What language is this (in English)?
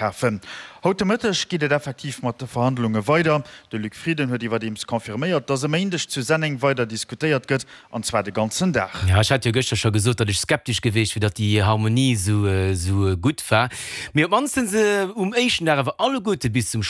Luxembourgish